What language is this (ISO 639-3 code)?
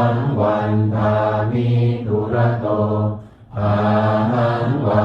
pli